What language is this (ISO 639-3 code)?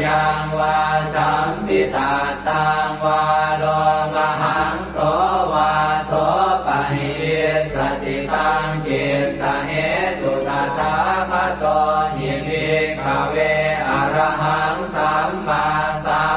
pli